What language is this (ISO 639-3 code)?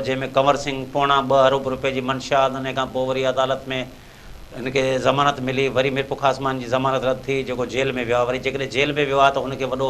snd